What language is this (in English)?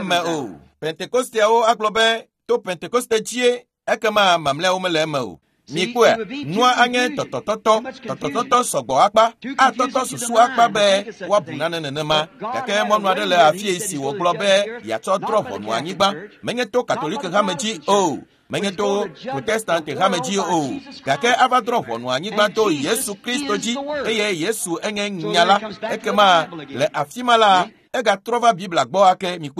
Ewe